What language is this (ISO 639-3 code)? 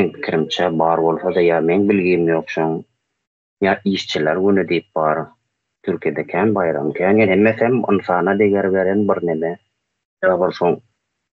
tuk